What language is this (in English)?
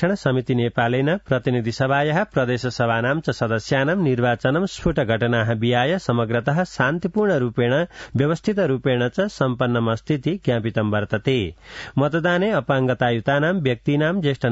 Sanskrit